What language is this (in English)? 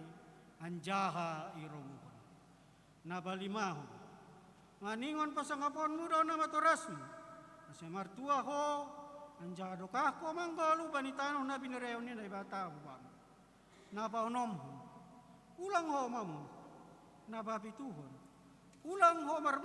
Batak Simalungun